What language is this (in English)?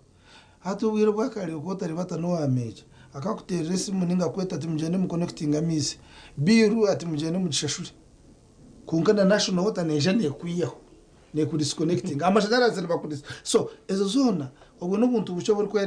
Nyankole